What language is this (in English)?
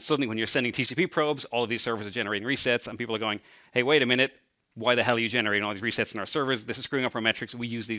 English